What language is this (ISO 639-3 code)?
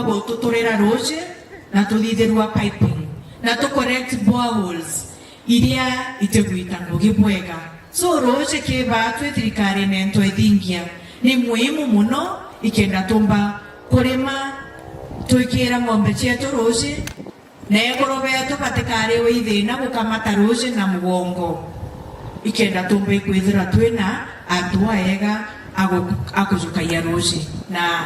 mer